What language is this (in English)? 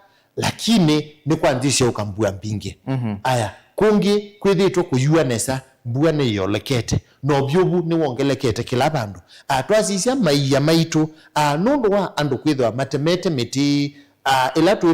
Kamba